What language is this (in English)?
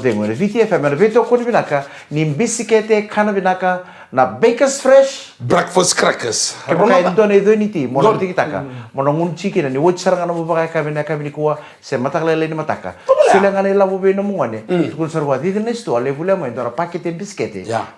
Fijian